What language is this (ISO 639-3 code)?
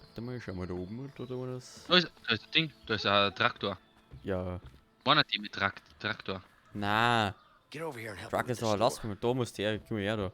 bar